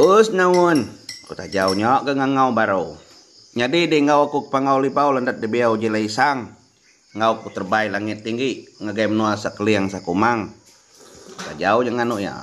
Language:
Iban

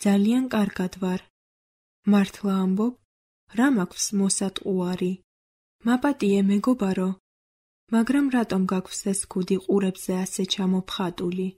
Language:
Georgian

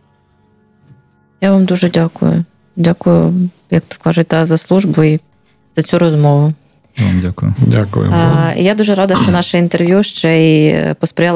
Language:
Ukrainian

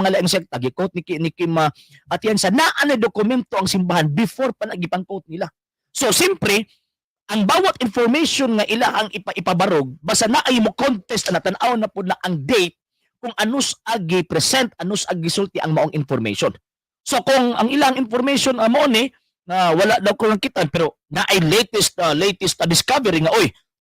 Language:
Cebuano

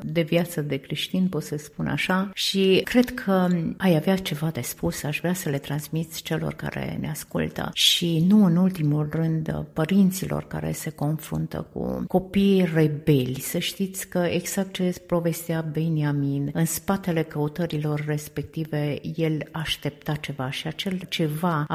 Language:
Romanian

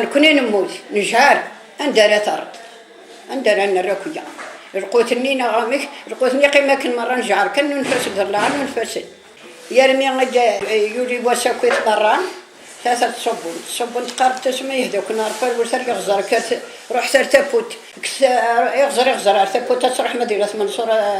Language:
Kabyle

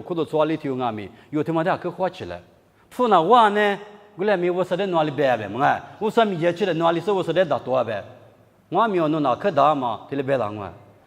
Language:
Lisu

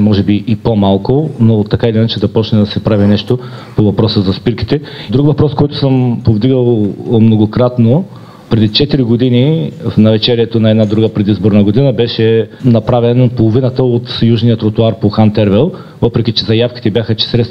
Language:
Bulgarian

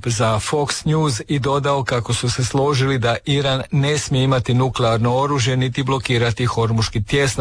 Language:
Croatian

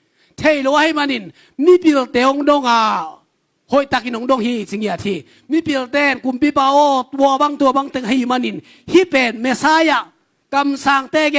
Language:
Tedim Chin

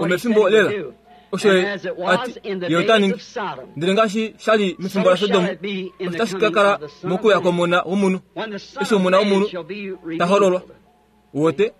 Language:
Kuanyama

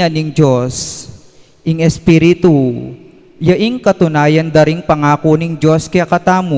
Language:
Pampanga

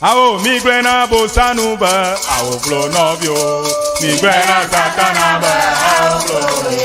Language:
Ewe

